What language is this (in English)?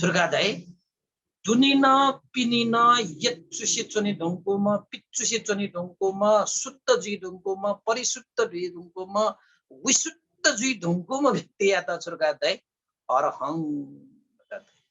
Newari